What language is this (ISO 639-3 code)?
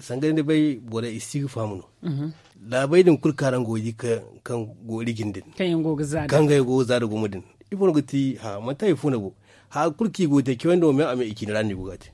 dje